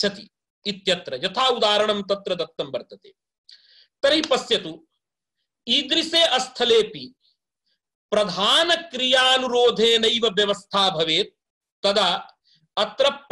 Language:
Sanskrit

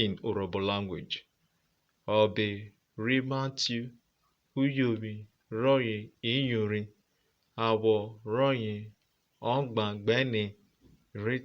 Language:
Urhobo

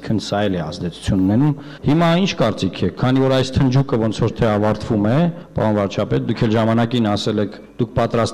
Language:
Armenian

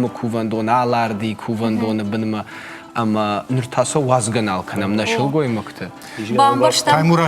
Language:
Ossetic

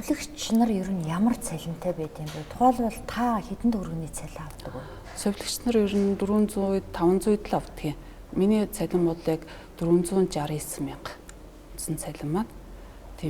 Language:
Mongolian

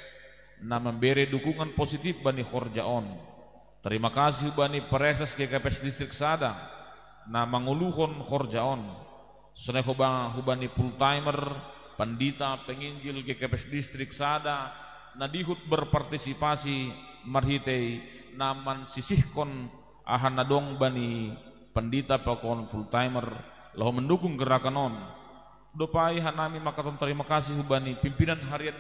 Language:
Batak Simalungun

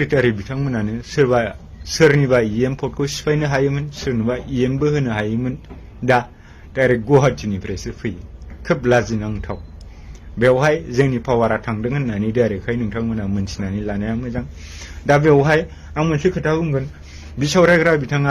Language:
Bodo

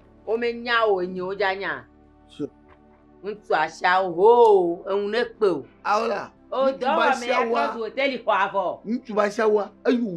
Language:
Ewe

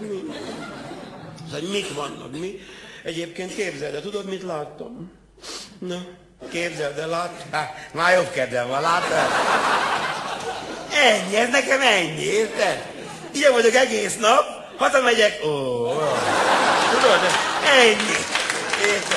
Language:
Hungarian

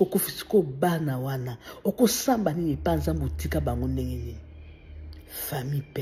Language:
Lingala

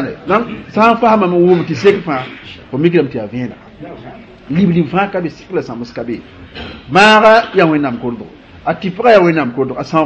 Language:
Mossi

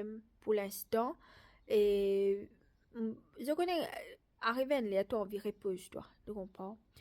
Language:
Morisyen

